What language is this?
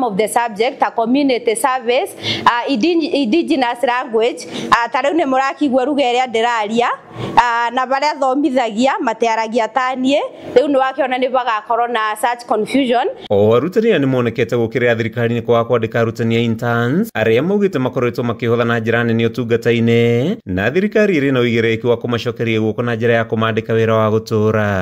Kikuyu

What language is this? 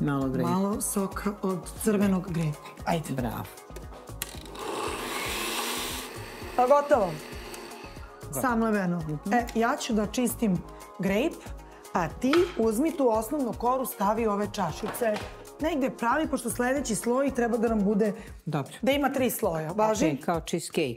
Serbian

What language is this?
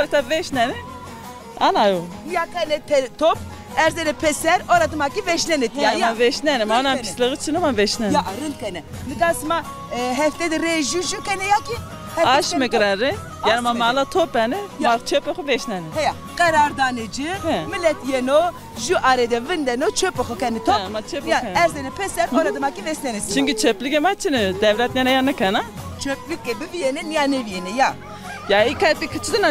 Zaza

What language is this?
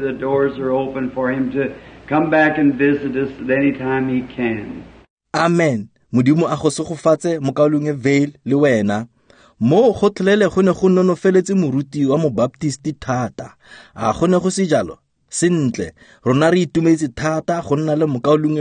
Tswana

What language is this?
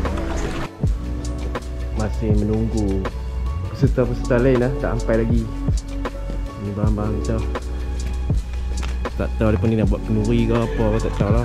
Malay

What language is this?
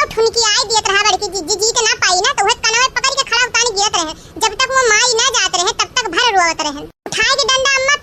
Awadhi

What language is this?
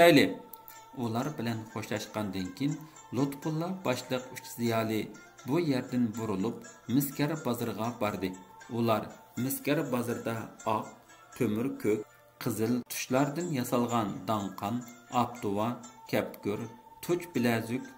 Uyghur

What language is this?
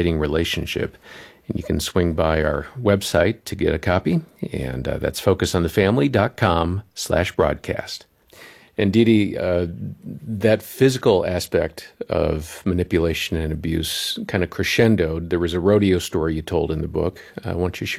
English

